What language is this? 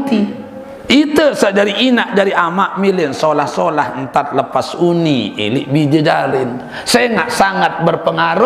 Sasak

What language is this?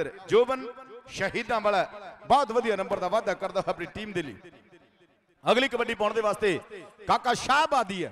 Punjabi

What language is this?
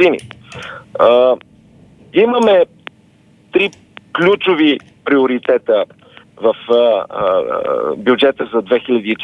Bulgarian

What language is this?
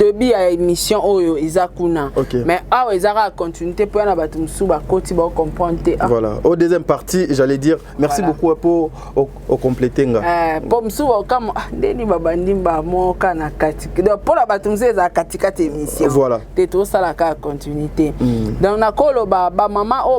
Lingala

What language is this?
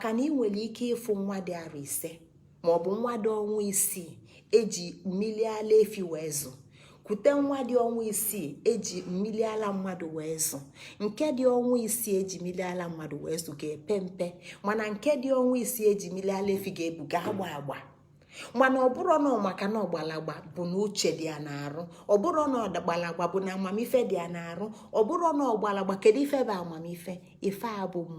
Igbo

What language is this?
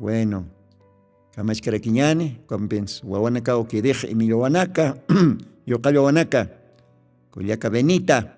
Aymara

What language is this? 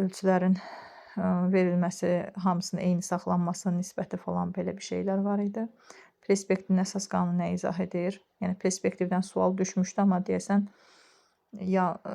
Azerbaijani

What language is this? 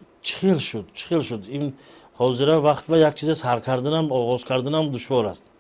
Tajik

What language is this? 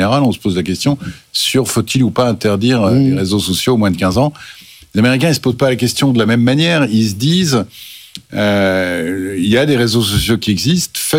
French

